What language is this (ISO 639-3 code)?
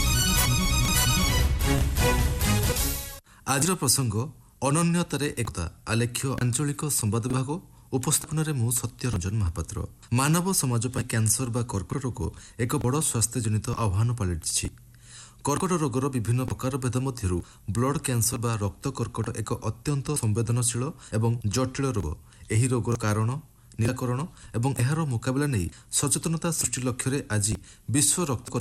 ori